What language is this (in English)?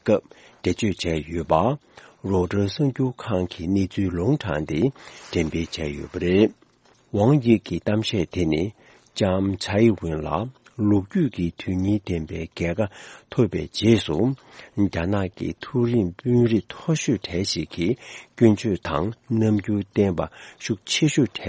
Tibetan